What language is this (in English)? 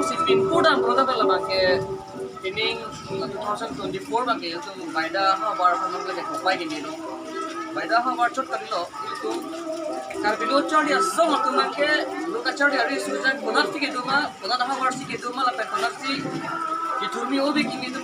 Karbi